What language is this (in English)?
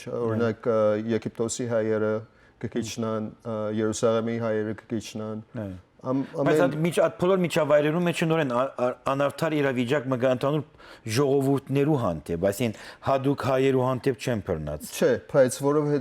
Western Armenian